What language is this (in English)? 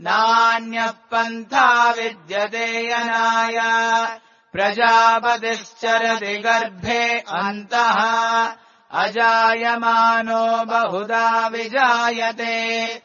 Sanskrit